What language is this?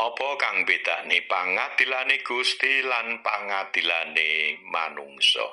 Javanese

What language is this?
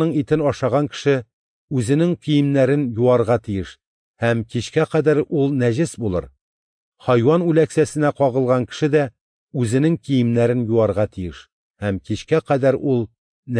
Tatar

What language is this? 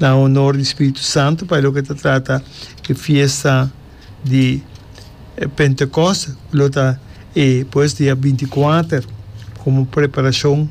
Papiamento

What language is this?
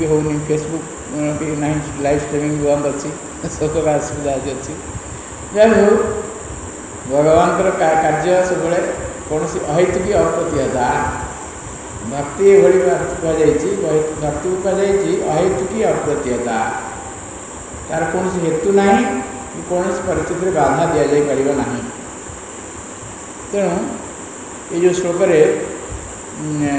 Odia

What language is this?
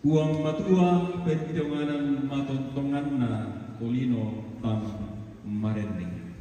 Toraja-Sa'dan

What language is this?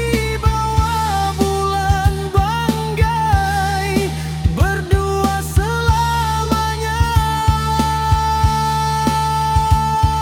Indonesian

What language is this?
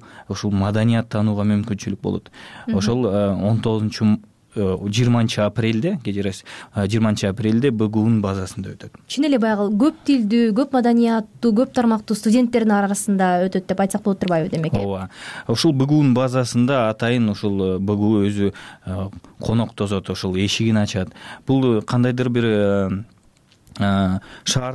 Kyrgyz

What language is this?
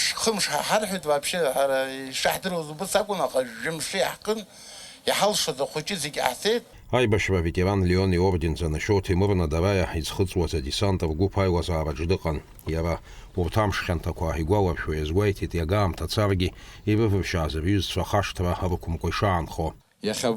Abkhazian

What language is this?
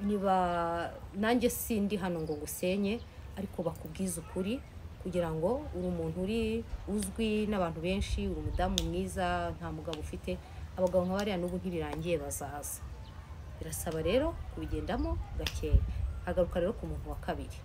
Kinyarwanda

